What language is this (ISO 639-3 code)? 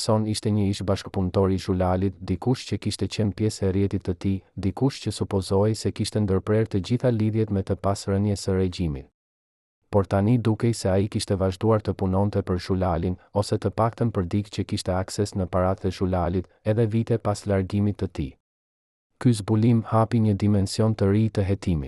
sqi